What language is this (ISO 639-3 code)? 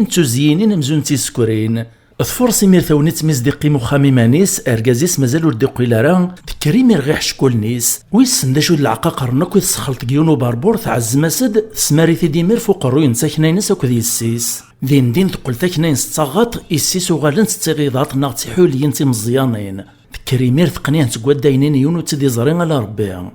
kab